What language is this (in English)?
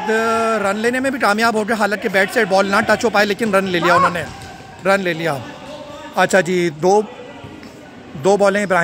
Hindi